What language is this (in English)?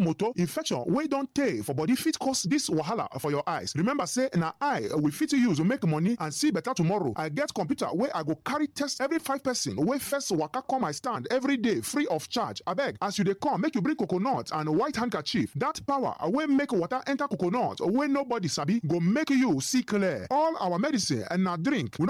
Nigerian Pidgin